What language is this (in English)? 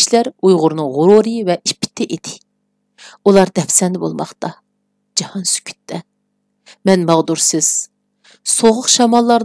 Uyghur